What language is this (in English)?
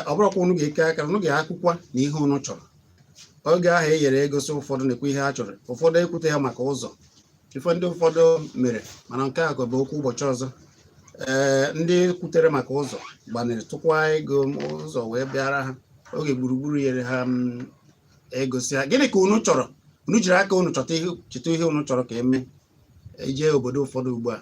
Igbo